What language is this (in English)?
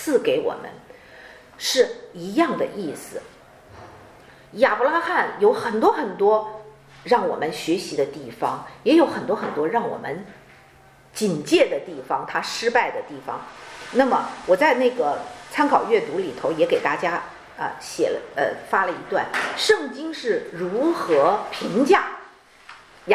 Chinese